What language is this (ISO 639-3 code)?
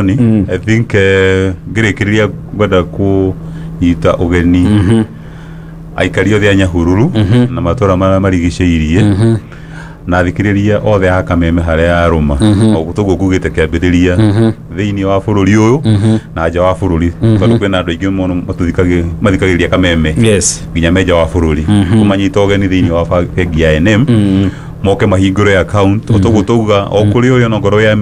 kik